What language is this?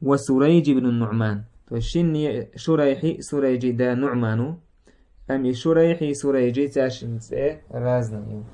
Chechen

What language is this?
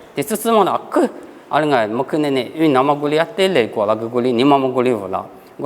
Lisu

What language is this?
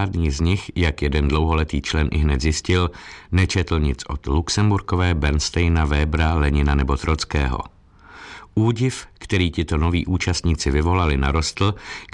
Czech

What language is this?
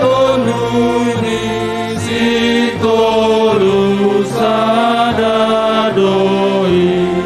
Batak Simalungun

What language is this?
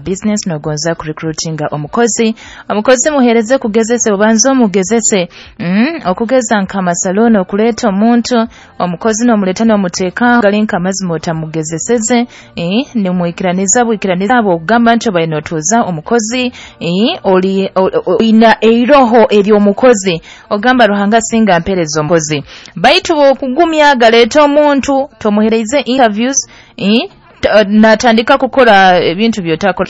Nyoro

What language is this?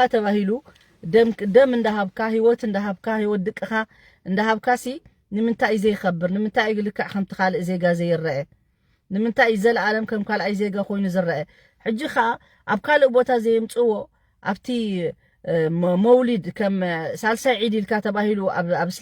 Tigrinya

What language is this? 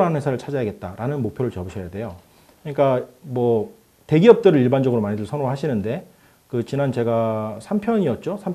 Korean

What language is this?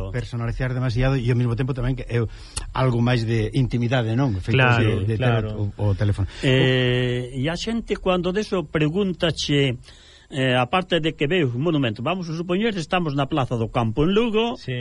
Galician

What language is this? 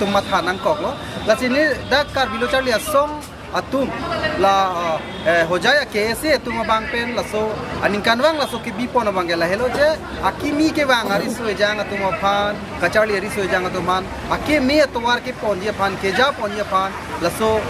Karbi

